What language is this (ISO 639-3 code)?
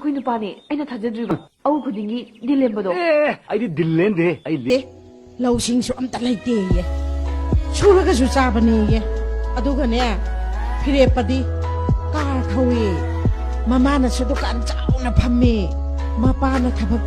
mni